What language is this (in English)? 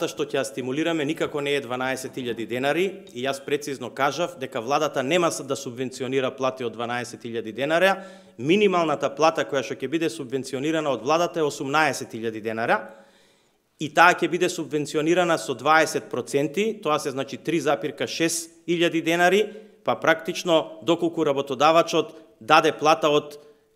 Macedonian